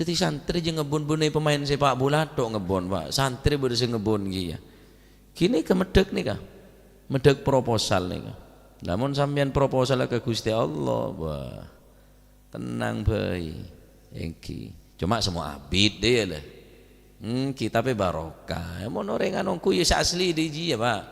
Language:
Madurese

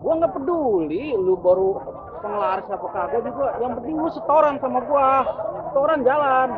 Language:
Betawi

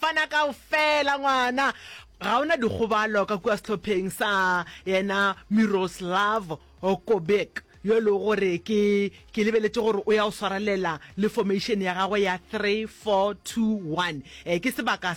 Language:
Northern Sotho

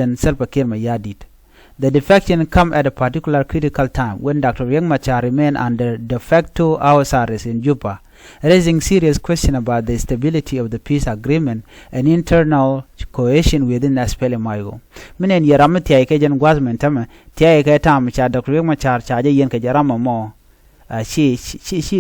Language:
Nuer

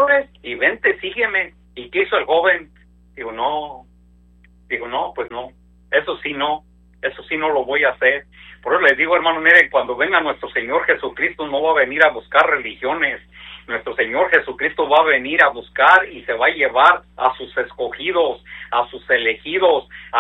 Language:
Spanish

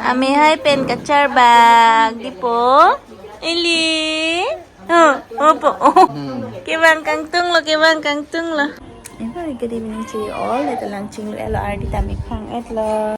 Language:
Karbi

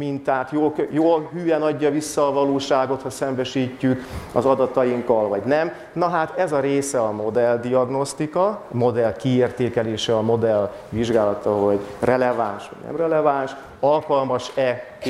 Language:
Hungarian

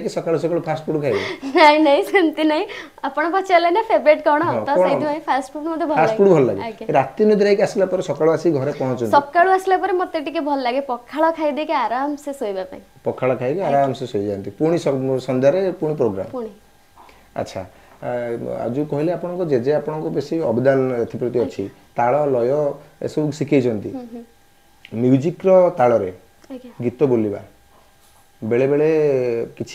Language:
Odia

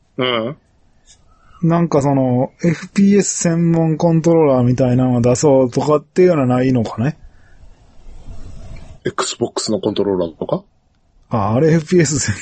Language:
Japanese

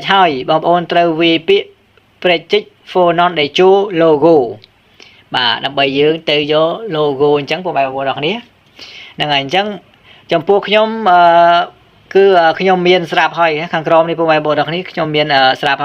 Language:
Khmer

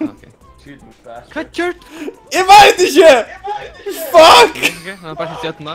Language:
Faroese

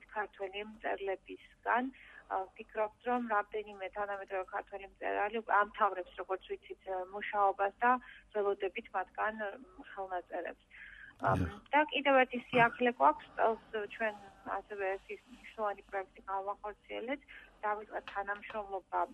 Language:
Georgian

